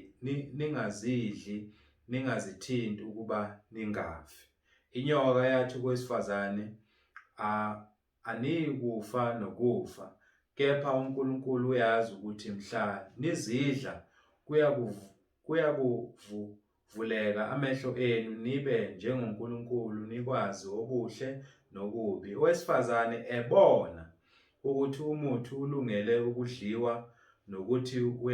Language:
Zulu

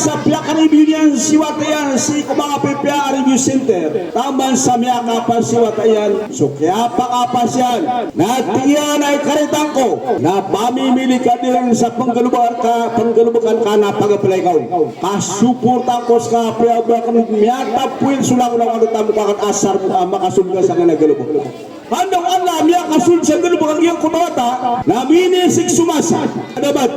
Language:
Maranao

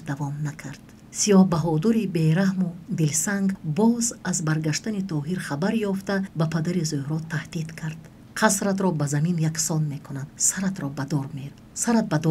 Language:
Tajik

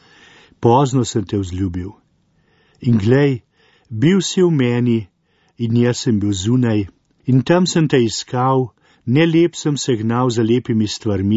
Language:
Slovenian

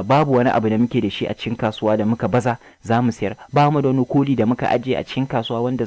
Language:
Hausa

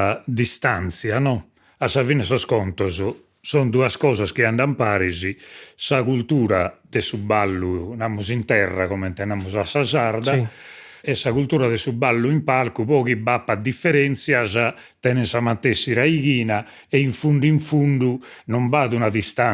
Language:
Sardinian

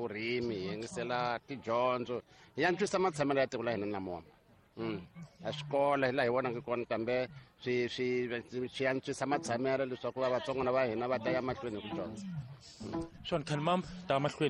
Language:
Tsonga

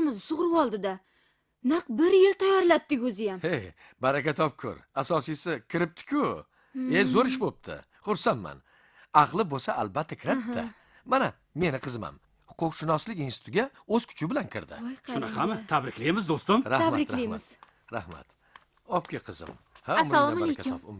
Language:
Uzbek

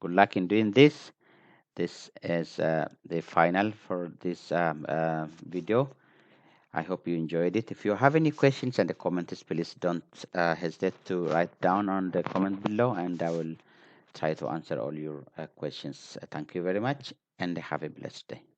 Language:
English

